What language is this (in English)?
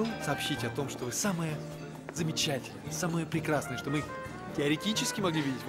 Russian